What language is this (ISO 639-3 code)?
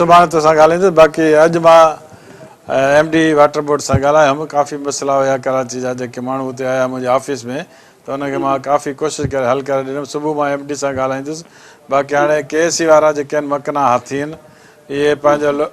snd